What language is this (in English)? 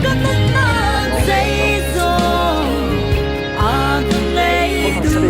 Hakha Chin